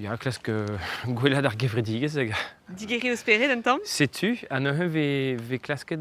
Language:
Breton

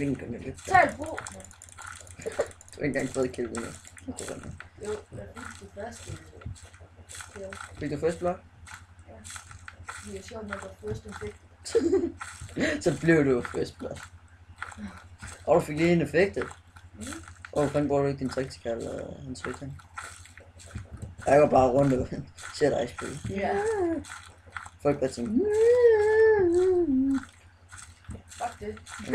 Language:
Danish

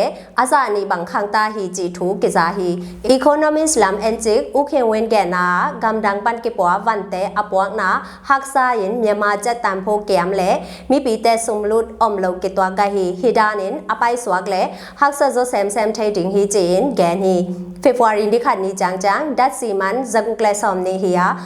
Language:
Tedim Chin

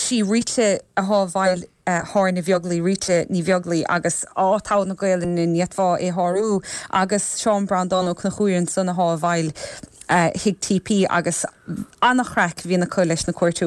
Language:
Irish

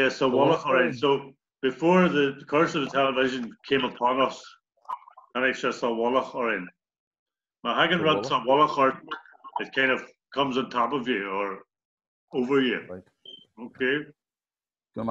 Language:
Irish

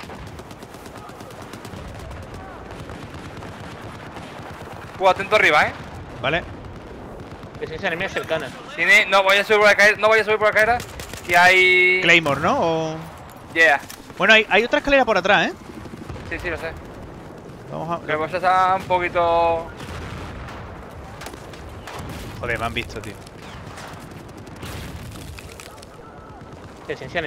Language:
Spanish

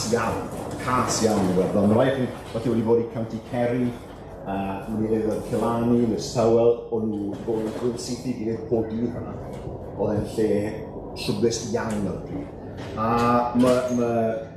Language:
Welsh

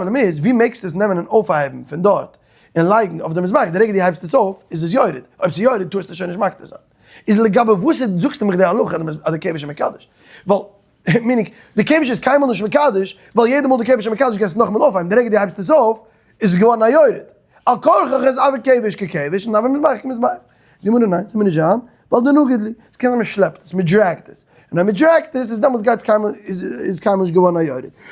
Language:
Yiddish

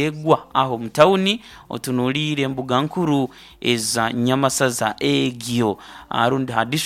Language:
Nyankole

